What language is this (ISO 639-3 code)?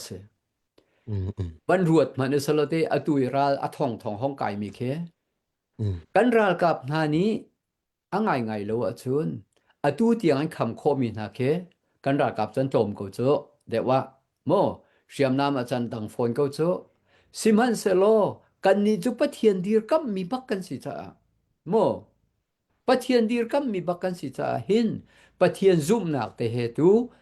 cnh